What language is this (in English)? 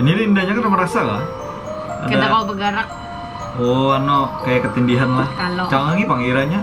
Banjar